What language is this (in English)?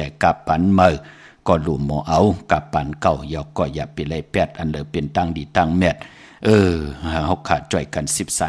Shan